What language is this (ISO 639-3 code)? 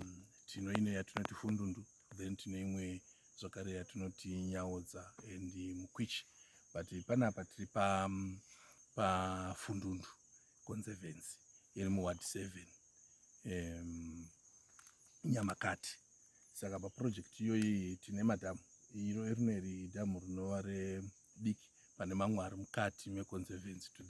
sna